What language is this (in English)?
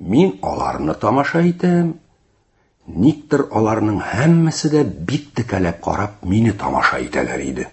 Tatar